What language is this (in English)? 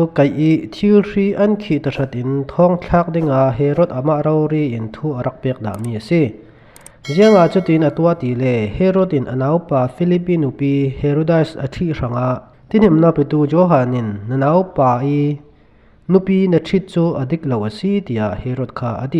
Falam Chin